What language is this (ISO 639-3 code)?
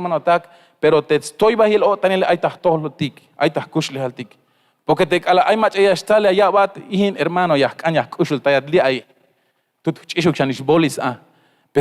tzh